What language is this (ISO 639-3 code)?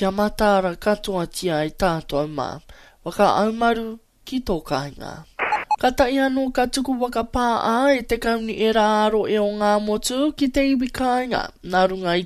mri